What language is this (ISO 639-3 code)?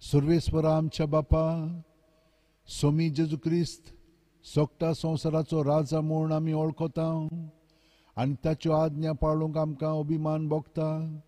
kok